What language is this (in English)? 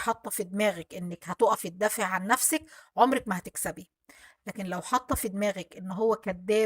Egyptian Arabic